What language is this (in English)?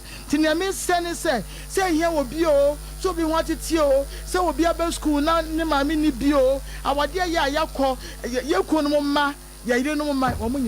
Akan